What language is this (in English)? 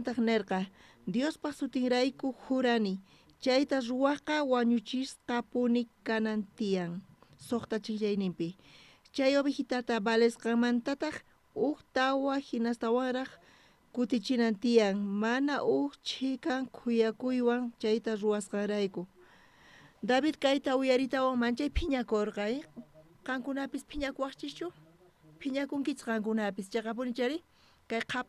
South Bolivian Quechua